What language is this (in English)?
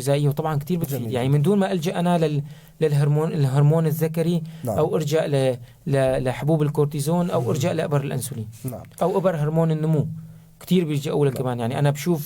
North Levantine Arabic